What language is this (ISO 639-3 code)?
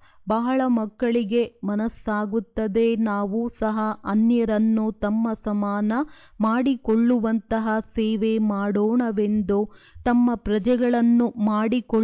kan